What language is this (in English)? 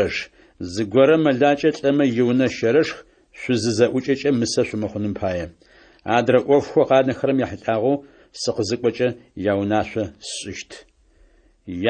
Adyghe